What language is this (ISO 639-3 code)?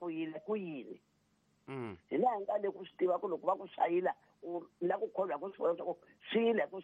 tso